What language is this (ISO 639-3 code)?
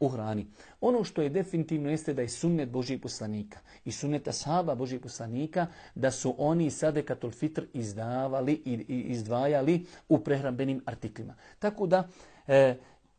bos